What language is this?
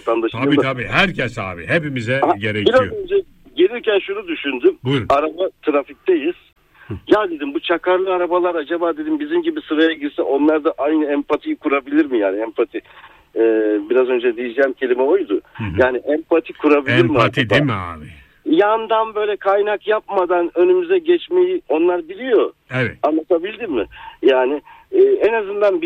Turkish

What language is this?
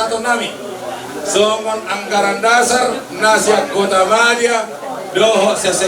Batak Toba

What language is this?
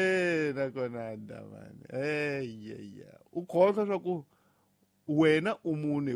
Tsonga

